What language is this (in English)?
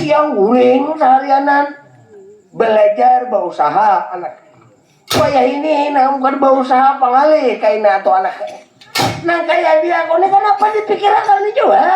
Banjar